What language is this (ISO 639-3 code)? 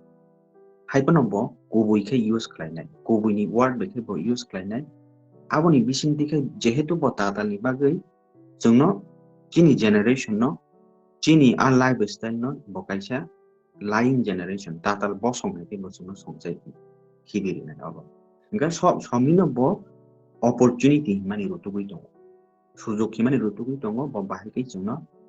trp